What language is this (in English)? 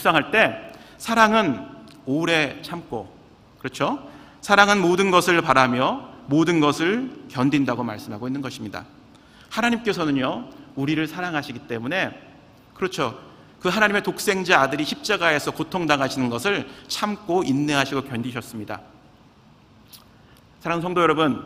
Korean